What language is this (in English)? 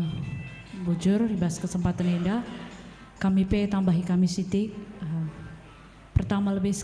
Batak Karo